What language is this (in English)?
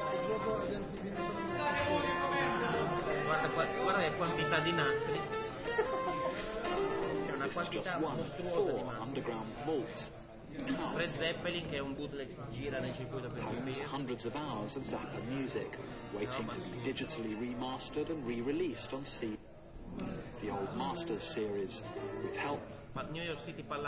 Italian